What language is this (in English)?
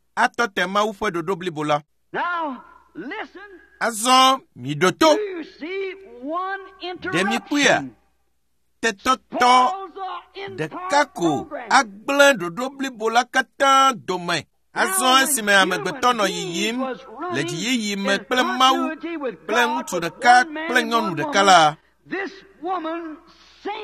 Ewe